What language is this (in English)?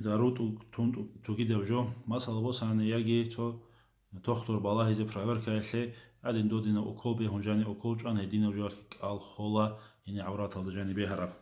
Avaric